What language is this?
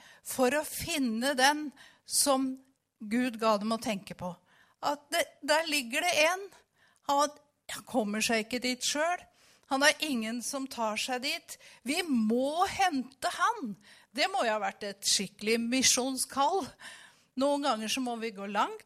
Norwegian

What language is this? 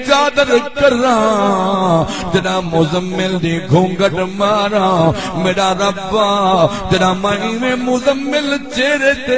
Saraiki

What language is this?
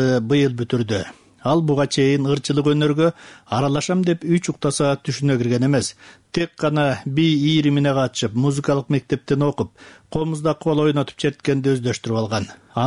Kyrgyz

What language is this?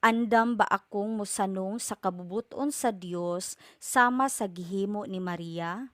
Cebuano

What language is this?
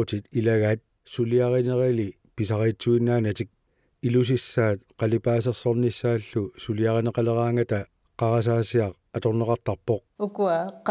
Kalaallisut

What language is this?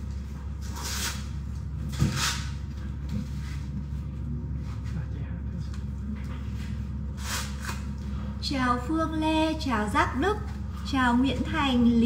Vietnamese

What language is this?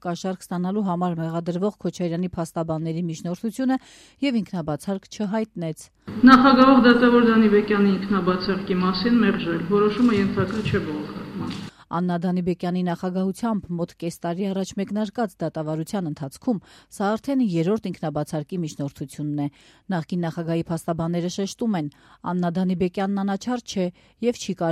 Armenian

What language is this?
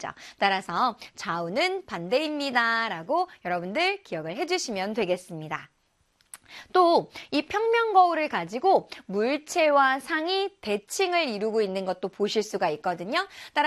Korean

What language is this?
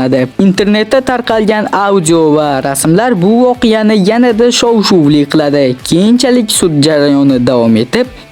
Uzbek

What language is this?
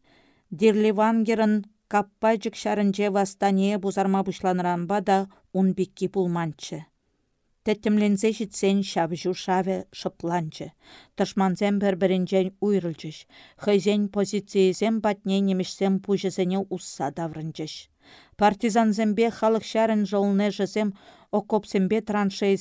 Chuvash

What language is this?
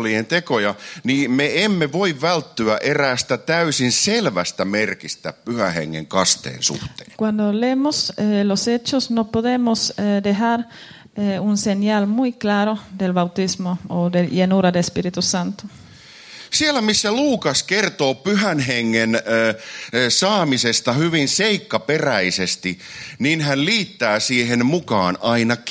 Finnish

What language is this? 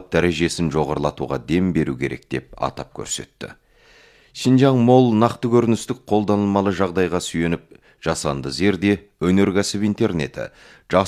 Kazakh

